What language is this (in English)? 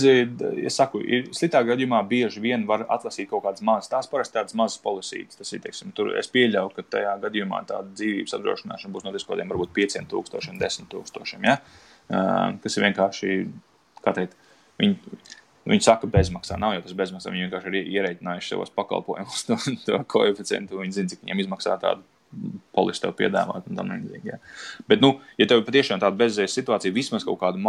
Latvian